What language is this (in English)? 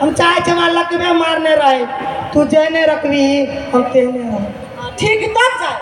Maithili